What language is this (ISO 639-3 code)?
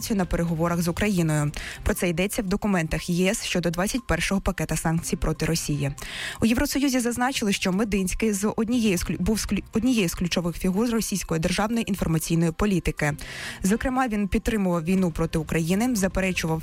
ukr